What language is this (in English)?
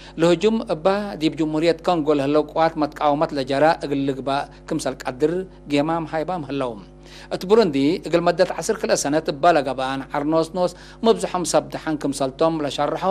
Tigre